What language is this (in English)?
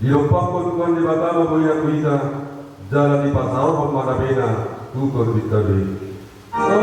Batak Toba